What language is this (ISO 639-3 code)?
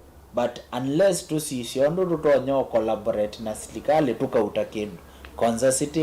kam